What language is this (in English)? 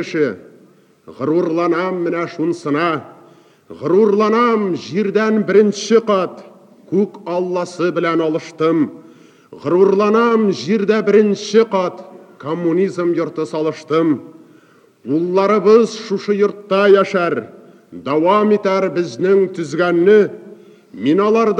Tatar